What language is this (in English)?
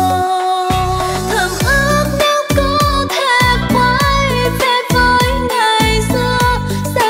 Vietnamese